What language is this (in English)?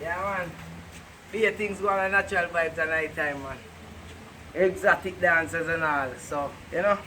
Jamaican Creole English